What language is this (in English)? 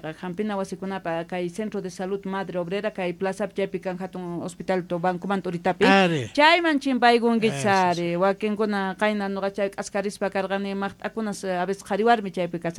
South Bolivian Quechua